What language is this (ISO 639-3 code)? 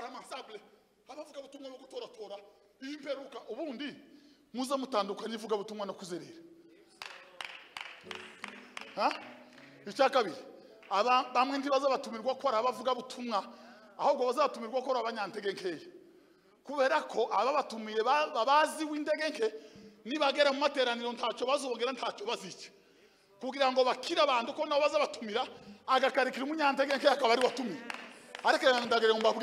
kin